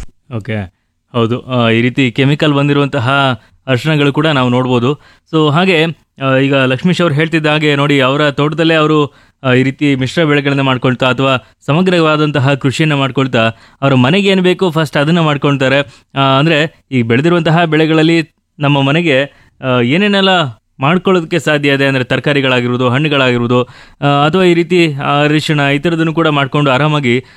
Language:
Kannada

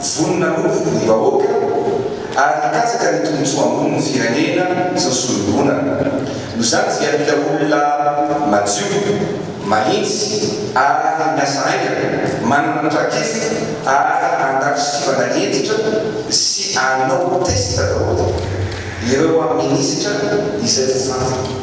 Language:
Malagasy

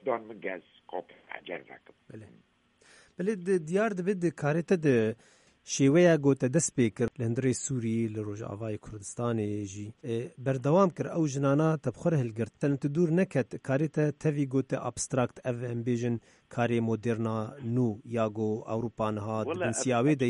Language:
Kurdish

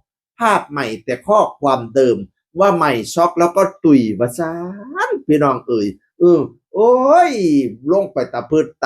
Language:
Northeastern Thai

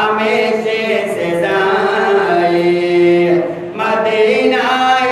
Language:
Eastern Balochi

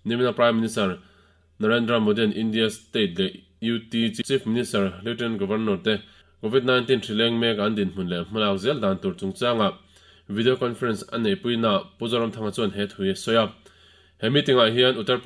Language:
Mizo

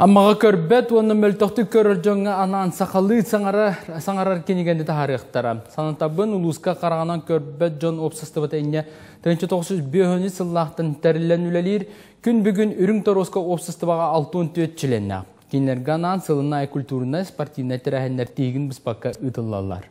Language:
Yakut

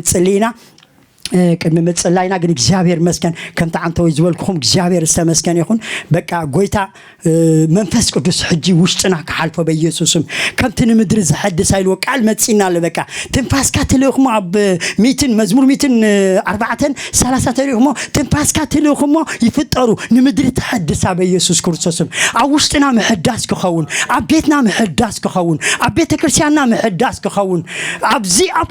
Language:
Tigrinya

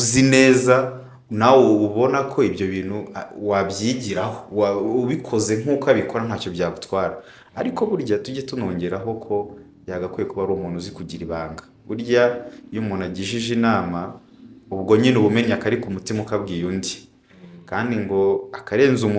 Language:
Kinyarwanda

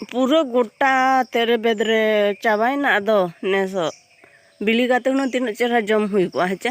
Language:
Santali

